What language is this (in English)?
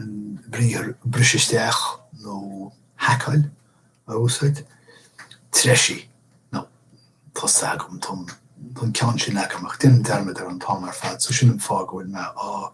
Irish